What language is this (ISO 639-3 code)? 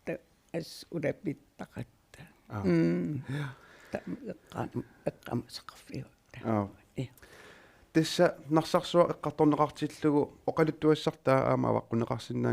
kal